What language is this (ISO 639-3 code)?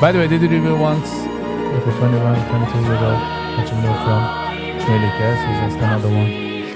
yid